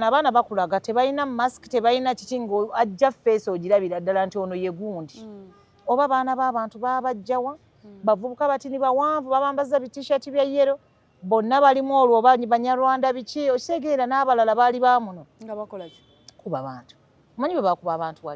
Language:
Ganda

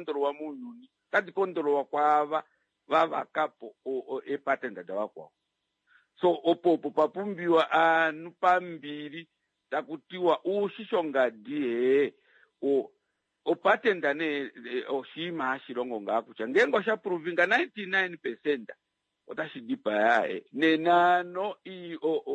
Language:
Kuanyama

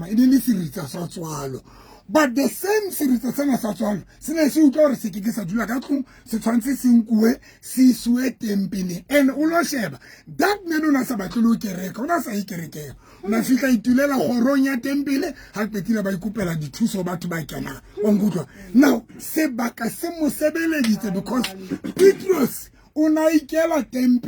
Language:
Southern Sotho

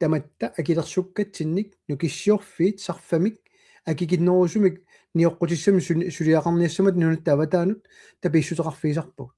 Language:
Kalaallisut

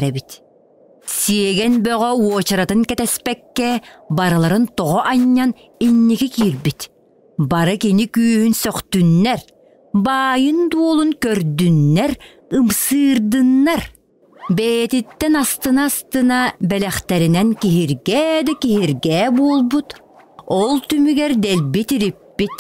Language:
Yakut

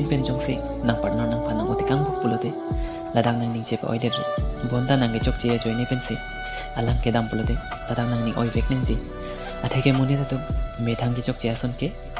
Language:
Karbi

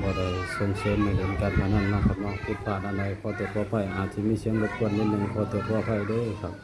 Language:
Northeastern Thai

